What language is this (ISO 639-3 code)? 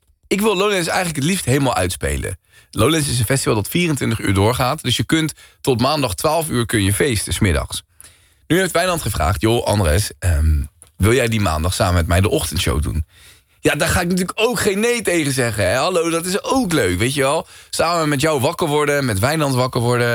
nld